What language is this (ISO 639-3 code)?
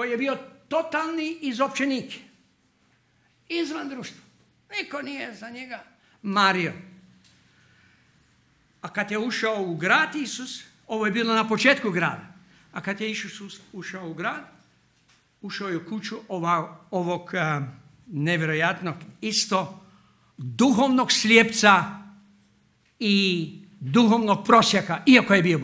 hrv